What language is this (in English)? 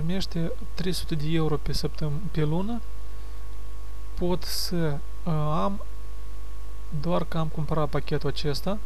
Romanian